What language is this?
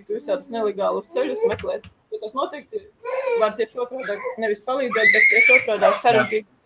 Latvian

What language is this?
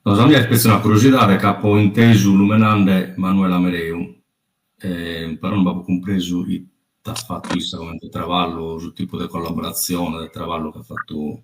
Sardinian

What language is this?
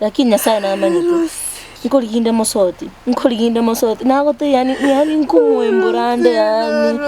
Gusii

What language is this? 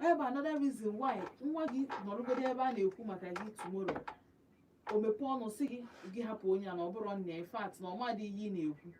Igbo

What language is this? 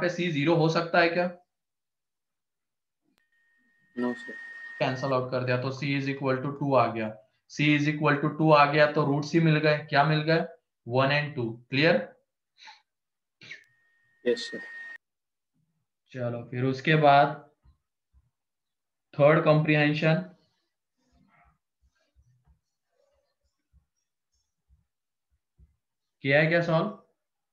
Hindi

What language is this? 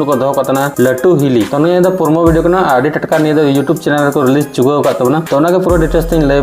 Santali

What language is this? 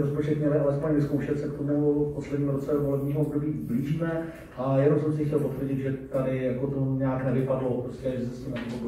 Czech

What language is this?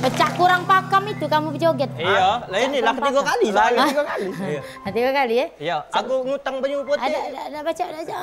Musi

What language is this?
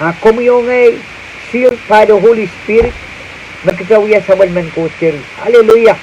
Pohnpeian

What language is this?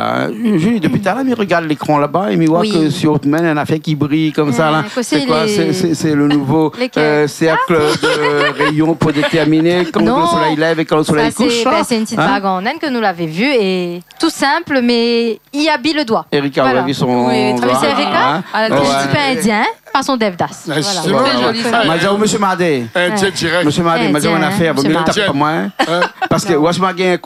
Réunion Creole French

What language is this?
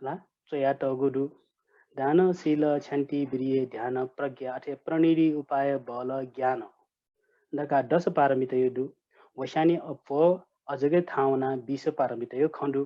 Newari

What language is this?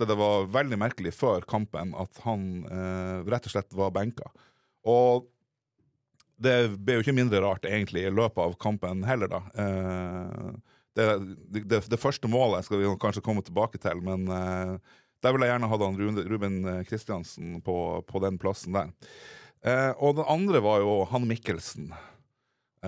Norwegian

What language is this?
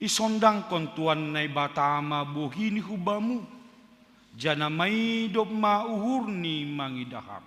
Batak Simalungun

